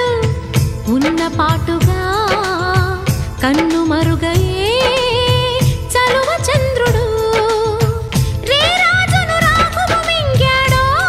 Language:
Telugu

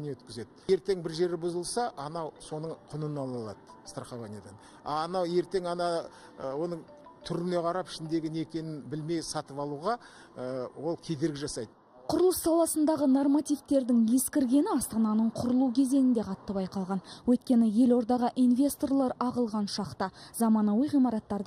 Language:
Kazakh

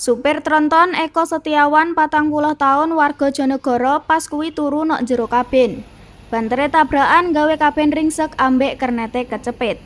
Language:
Javanese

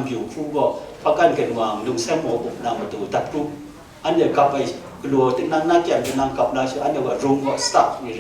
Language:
Kachin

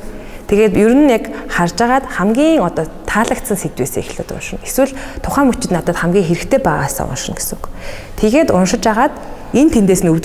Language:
Mongolian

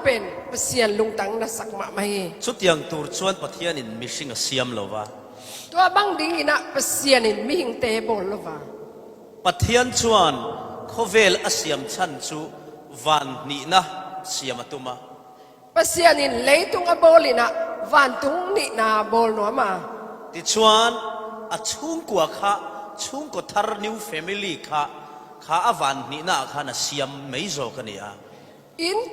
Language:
Falam Chin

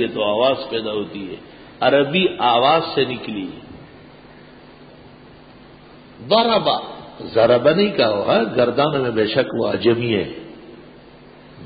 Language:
Urdu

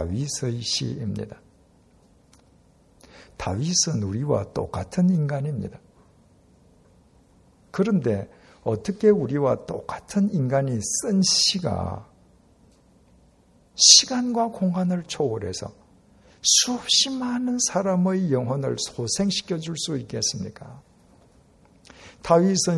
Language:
Korean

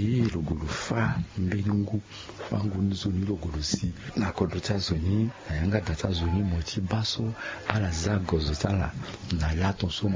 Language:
Sango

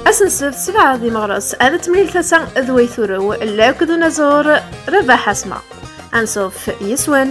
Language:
Kabyle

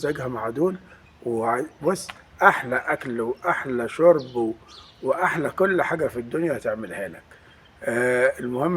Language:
Egyptian Arabic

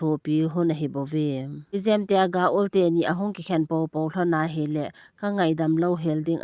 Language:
Thado Chin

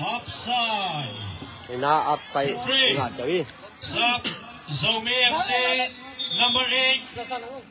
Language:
Tedim Chin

